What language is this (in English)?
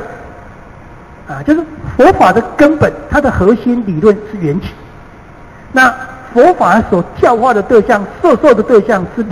Chinese